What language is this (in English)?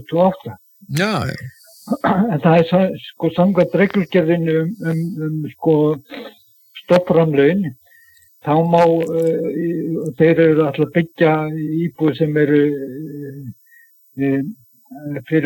Icelandic